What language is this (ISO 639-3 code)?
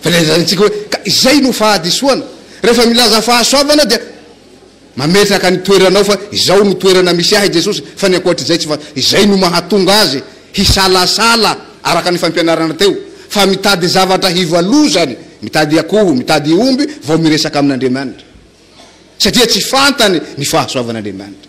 mlg